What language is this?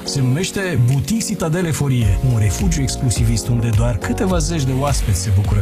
Romanian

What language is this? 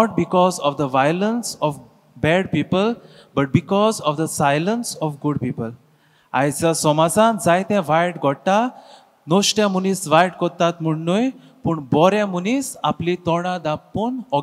Konkani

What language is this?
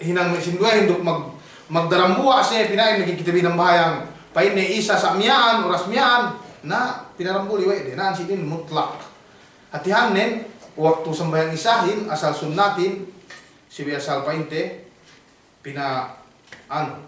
Yakan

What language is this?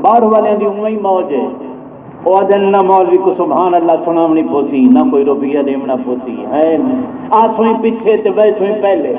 Saraiki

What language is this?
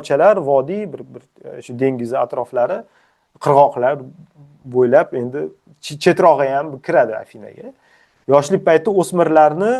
Uzbek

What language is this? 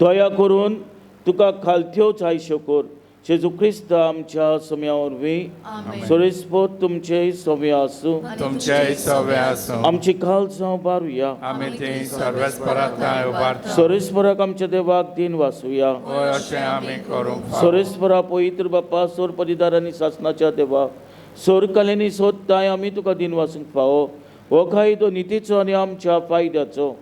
Konkani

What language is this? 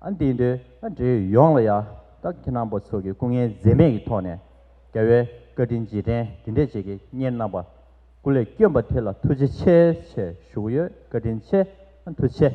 Tibetan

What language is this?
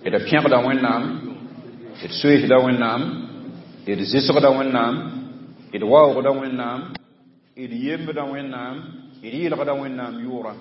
Mossi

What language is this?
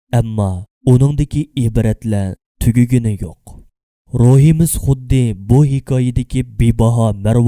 Uyghur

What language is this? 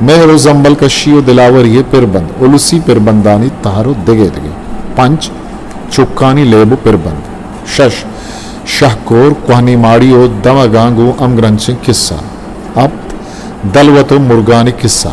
Eastern Balochi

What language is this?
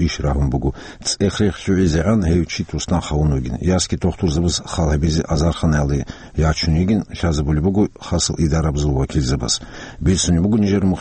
Avaric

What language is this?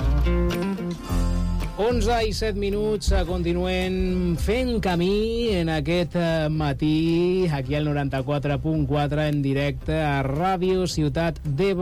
Catalan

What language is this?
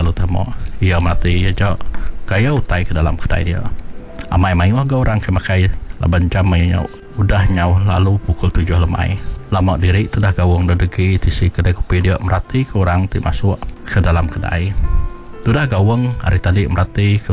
Iban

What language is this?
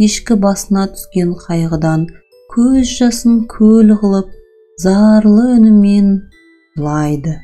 Kazakh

